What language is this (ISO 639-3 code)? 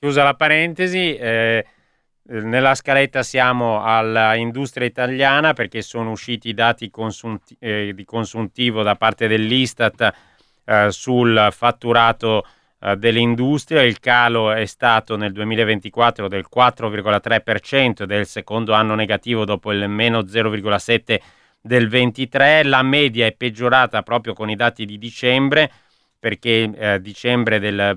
ita